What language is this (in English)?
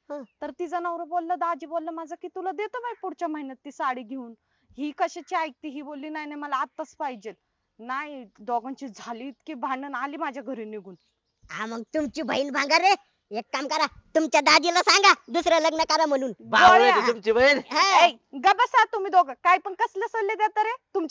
Marathi